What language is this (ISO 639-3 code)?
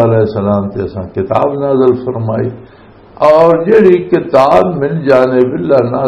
lah